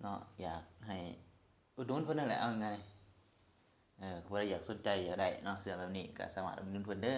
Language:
Lao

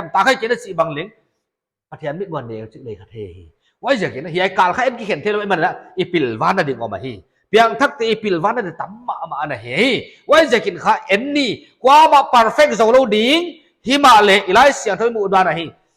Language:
Paite Chin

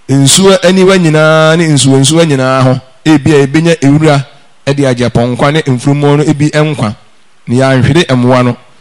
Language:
Akan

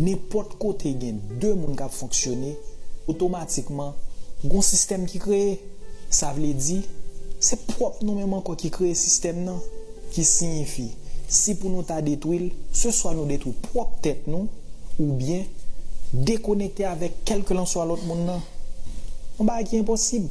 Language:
Haitian Creole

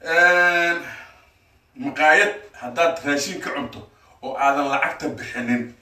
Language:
Somali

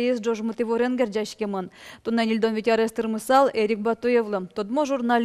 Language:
Udmurt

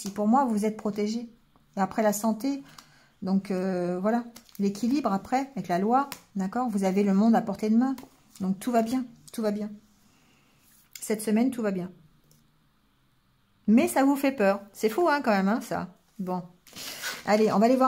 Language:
French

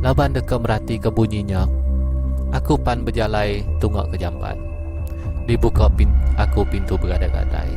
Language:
Iban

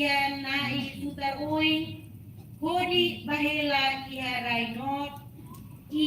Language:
Tetum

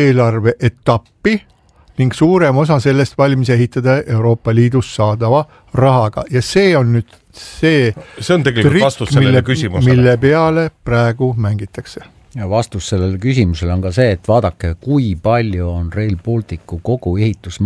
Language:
Estonian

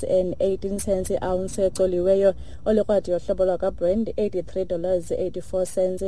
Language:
Xhosa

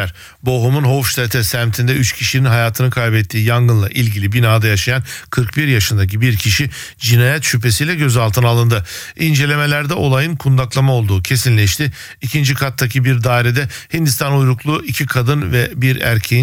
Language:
Turkish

